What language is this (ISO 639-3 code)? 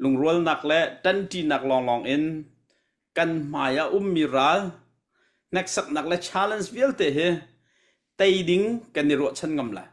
cnh